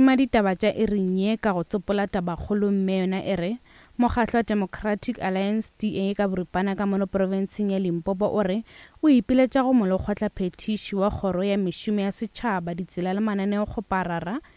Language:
Northern Sotho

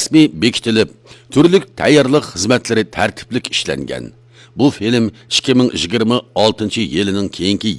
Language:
Uyghur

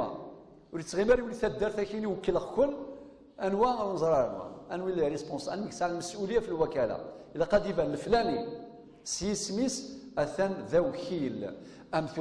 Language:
Kabyle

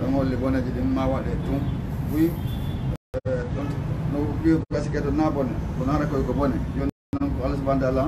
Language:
Fula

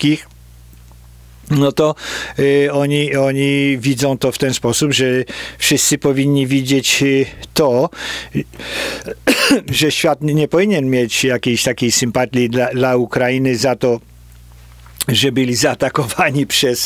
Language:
Polish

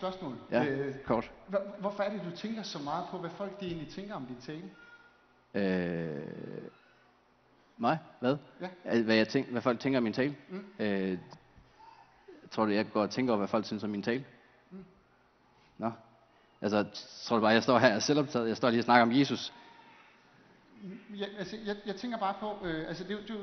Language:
Danish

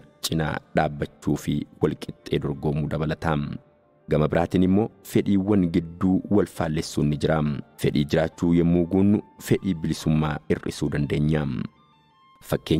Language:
Oromo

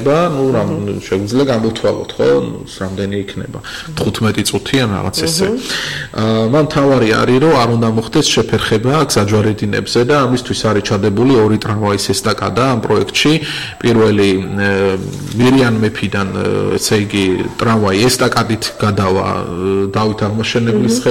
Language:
Georgian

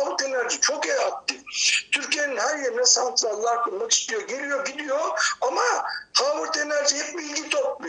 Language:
Turkish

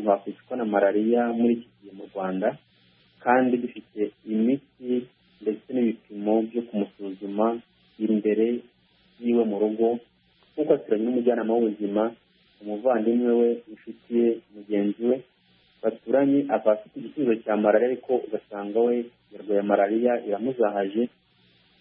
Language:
Kinyarwanda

